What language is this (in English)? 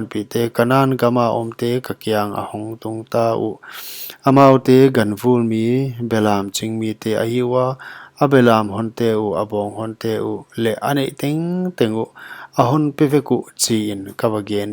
Paite Chin